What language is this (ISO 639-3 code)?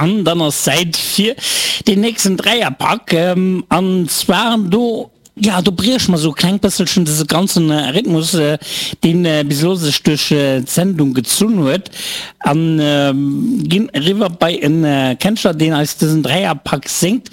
ltz